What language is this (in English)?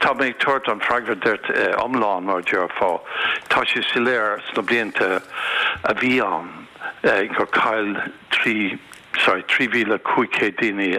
Irish